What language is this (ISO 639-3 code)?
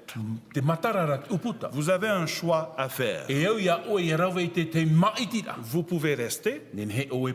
tah